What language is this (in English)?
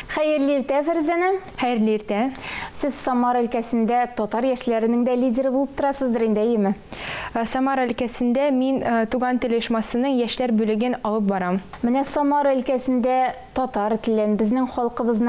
Tatar